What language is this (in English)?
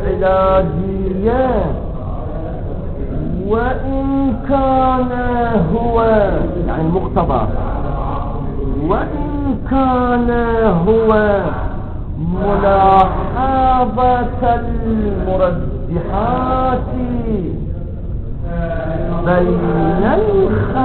Arabic